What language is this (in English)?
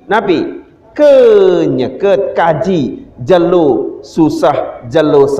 Sasak